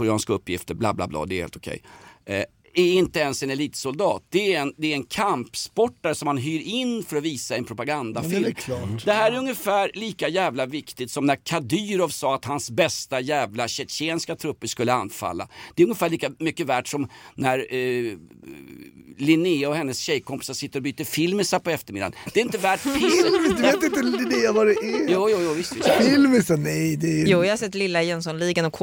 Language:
Swedish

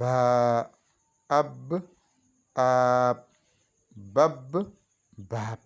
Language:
Fula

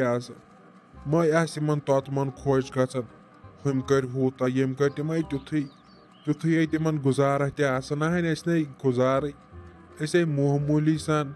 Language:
Kashmiri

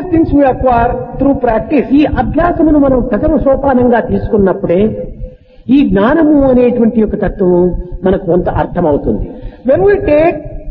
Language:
Telugu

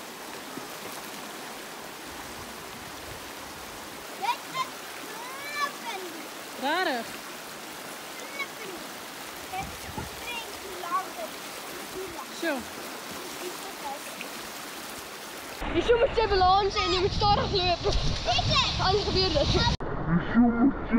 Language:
Afrikaans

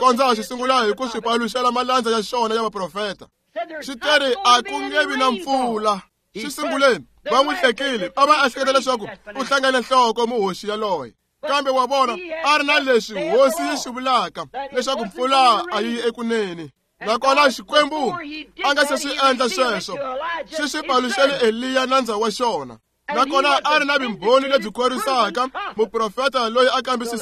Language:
Tsonga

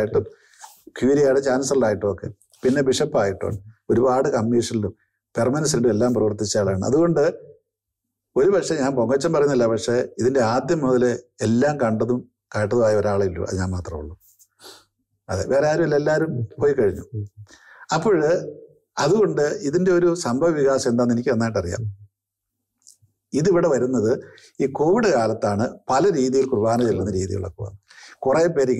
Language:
Malayalam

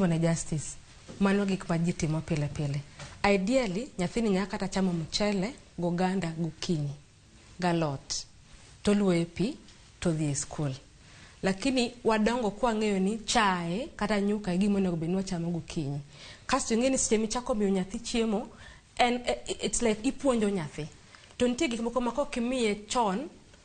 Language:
Luo (Kenya and Tanzania)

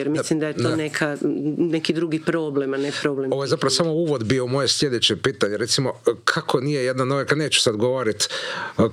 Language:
Croatian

